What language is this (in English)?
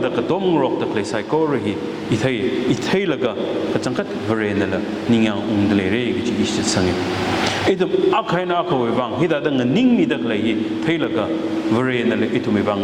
Tangkhul Naga (India)